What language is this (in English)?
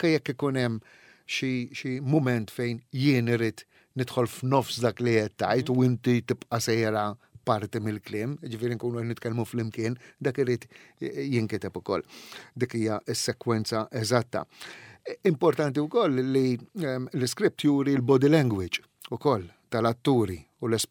Maltese